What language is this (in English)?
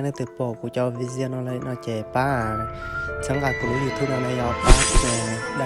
Hmong